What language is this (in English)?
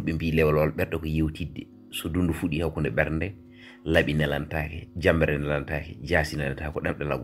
Fula